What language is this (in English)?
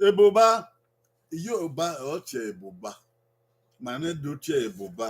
Bini